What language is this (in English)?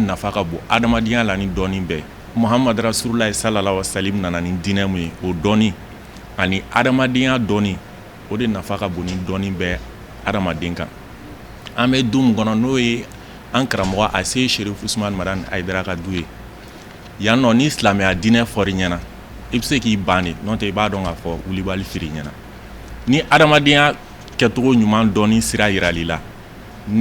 Bambara